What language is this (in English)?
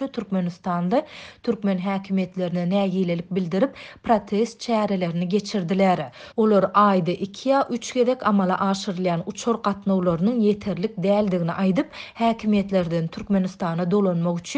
Turkmen